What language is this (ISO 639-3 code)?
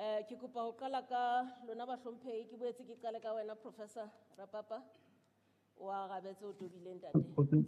sot